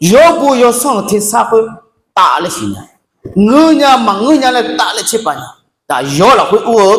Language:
Akha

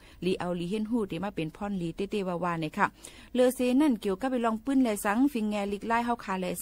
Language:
Shan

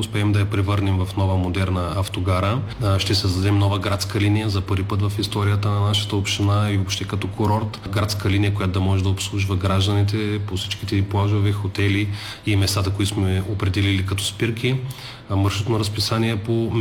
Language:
Bulgarian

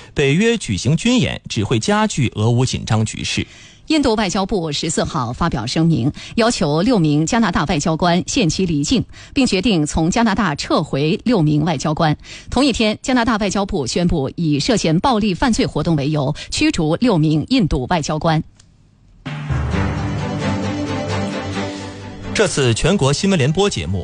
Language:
Chinese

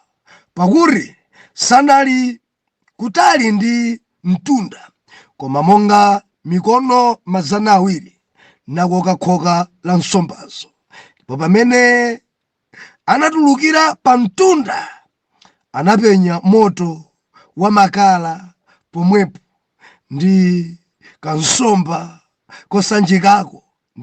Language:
Nyanja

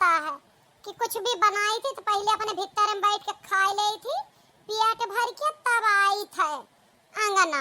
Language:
Awadhi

